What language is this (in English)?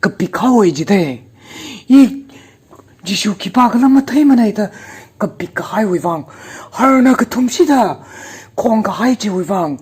Tangkhul Naga (India)